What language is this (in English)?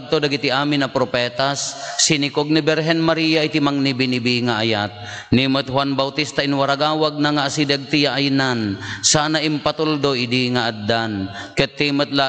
Iloko